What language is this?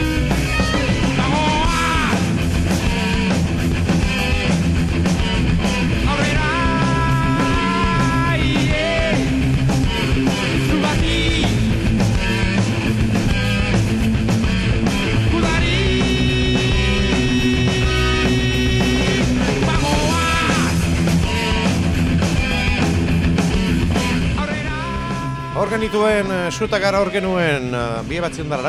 Basque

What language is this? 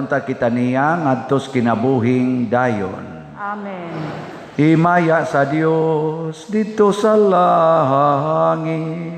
Cebuano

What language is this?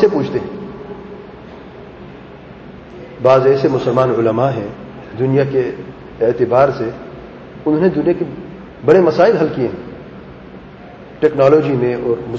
Urdu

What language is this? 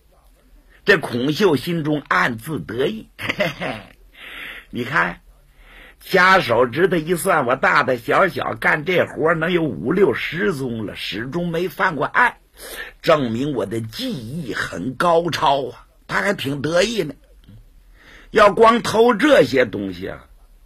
Chinese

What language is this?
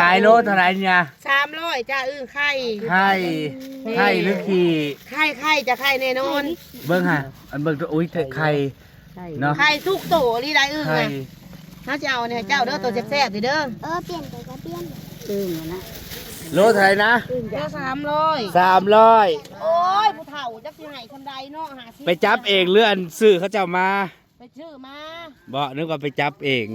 Northeastern Thai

